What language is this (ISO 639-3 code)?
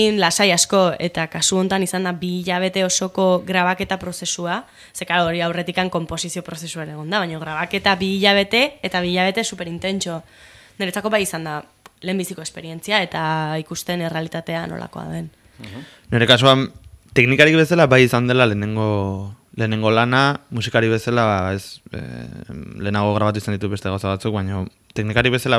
eus